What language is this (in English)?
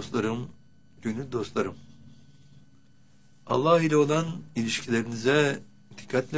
Turkish